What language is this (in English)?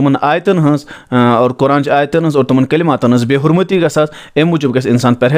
Kashmiri